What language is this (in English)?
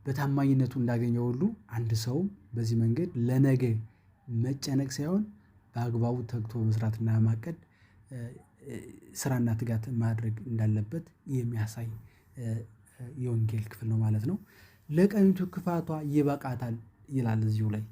Amharic